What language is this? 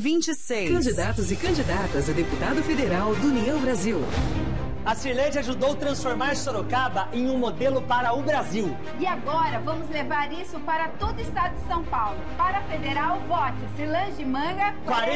Portuguese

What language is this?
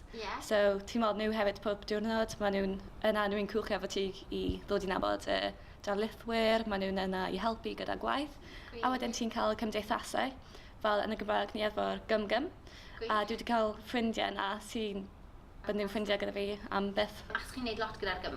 Welsh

